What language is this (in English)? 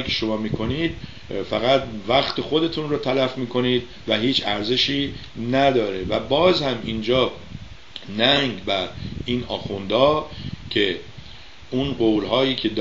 Persian